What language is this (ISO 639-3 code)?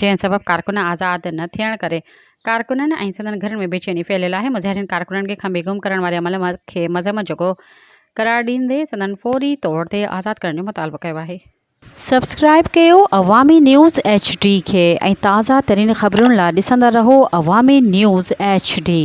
snd